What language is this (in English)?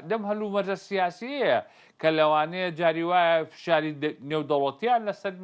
Central Kurdish